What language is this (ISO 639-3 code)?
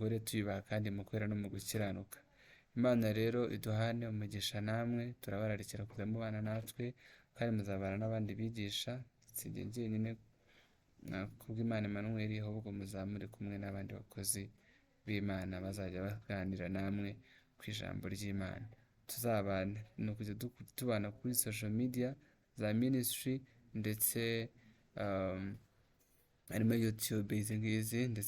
kin